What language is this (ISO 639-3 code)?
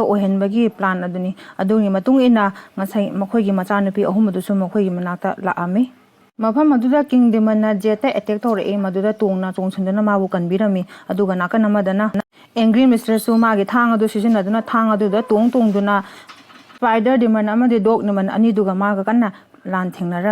mni